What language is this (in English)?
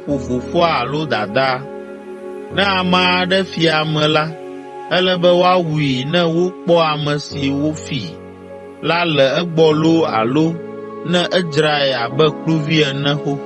Ewe